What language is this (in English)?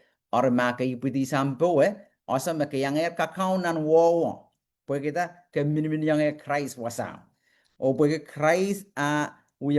Pohnpeian